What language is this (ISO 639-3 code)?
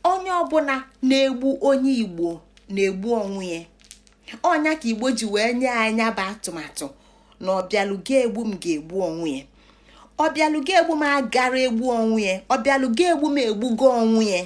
ibo